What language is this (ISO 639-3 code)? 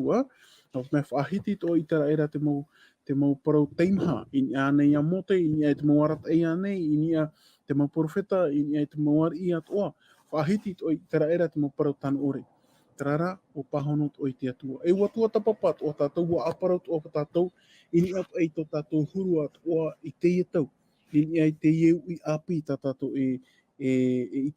tah